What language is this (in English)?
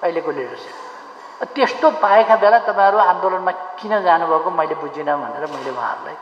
Nepali